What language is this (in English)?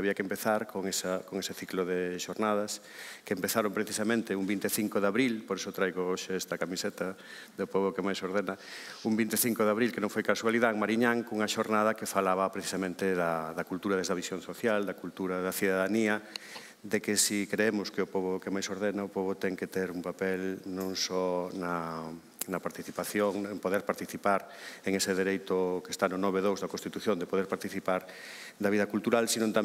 Galician